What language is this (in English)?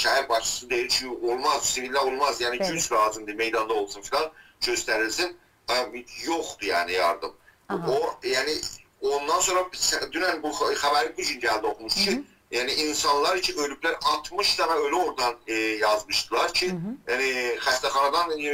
South Azerbaijani